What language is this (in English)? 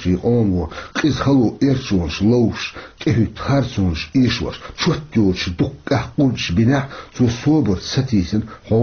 Chechen